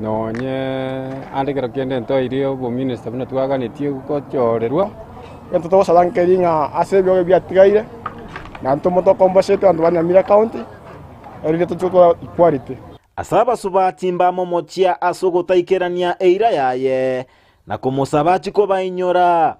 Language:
Gusii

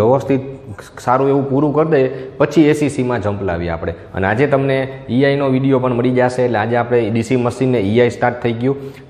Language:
Gujarati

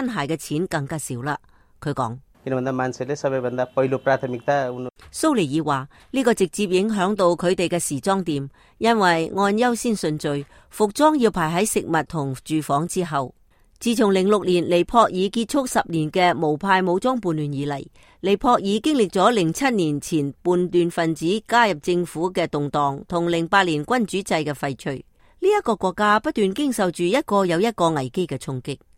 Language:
Cantonese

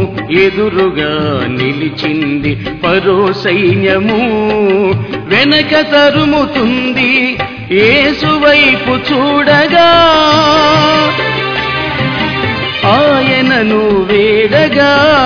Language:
Telugu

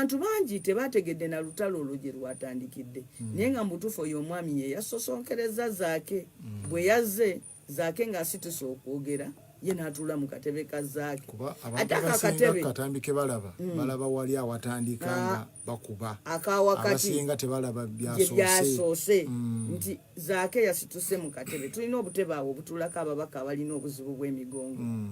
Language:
Ganda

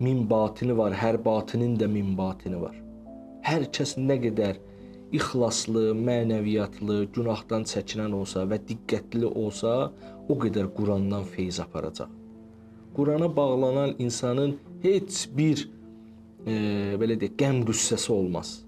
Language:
Azerbaijani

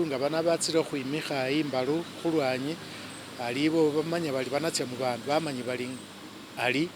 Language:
Masaaba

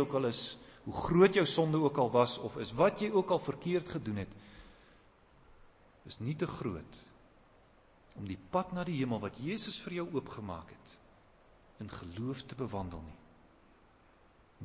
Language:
Afrikaans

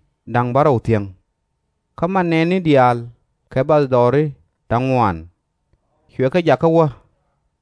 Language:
Nuer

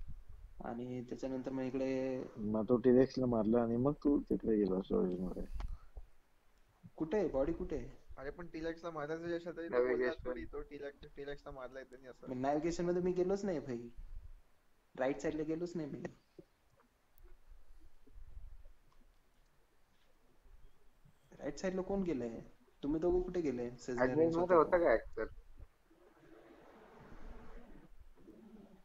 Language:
Marathi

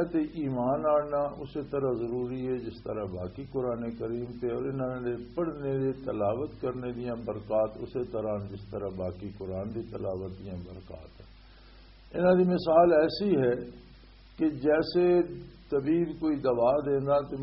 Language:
Western Panjabi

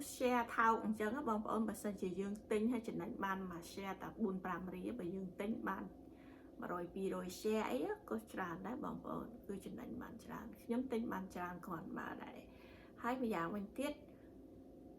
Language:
Khmer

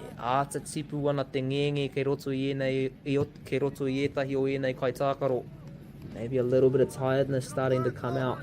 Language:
Māori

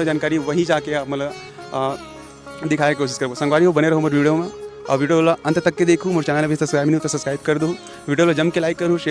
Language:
Chhattisgarhi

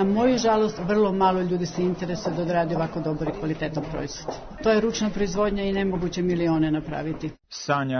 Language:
Serbian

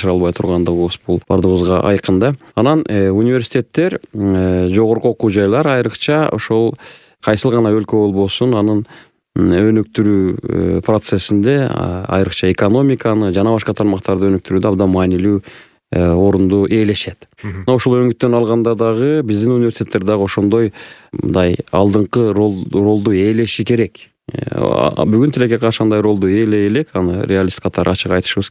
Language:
Kyrgyz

